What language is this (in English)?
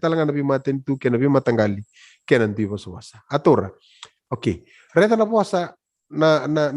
Fijian